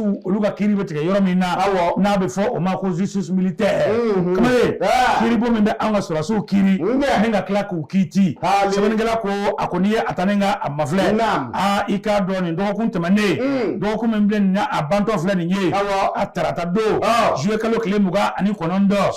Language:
Bambara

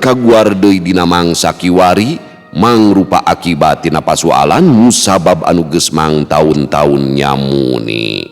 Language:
Sundanese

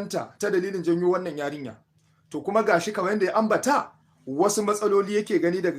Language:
Hausa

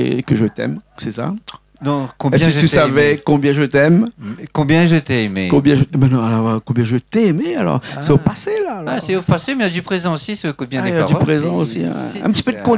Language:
Réunion Creole French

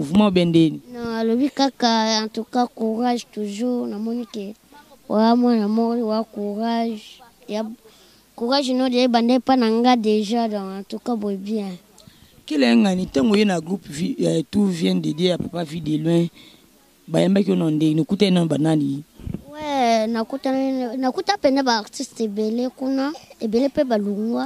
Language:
Lingala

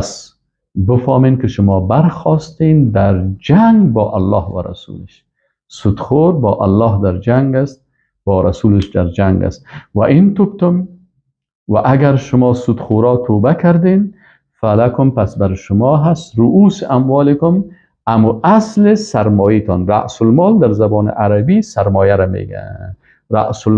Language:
Persian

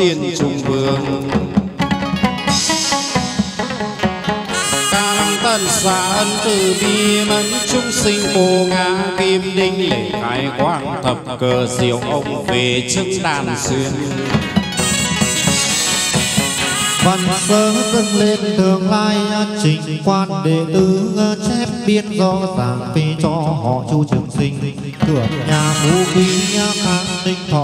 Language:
Vietnamese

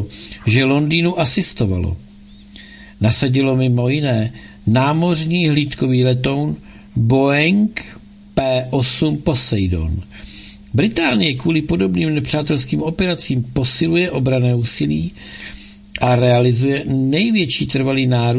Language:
Czech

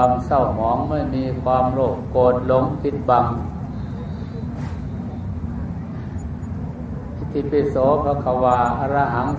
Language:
Thai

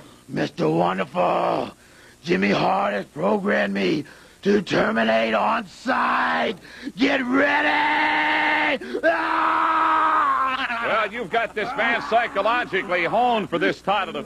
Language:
English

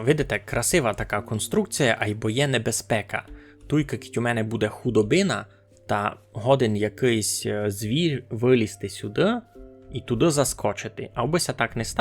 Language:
Rusyn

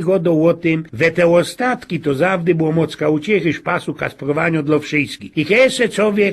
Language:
Silesian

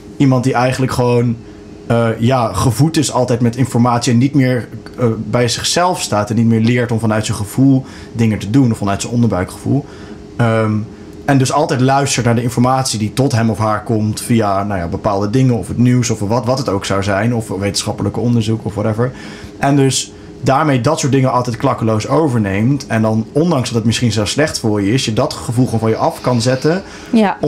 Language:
Dutch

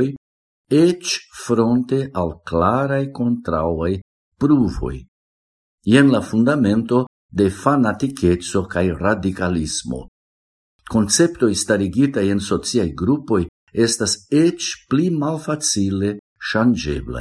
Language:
Esperanto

